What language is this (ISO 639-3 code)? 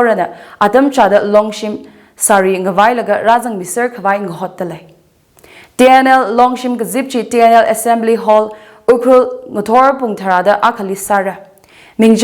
nmf